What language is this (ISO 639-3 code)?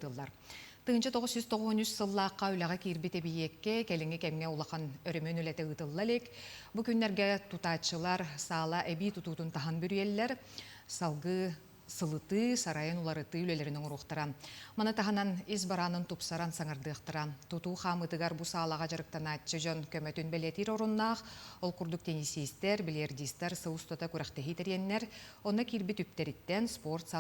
sah